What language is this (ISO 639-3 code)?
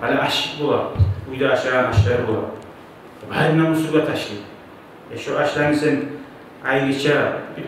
kum